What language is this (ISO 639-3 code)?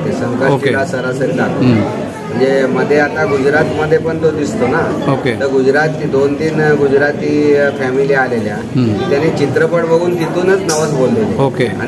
mar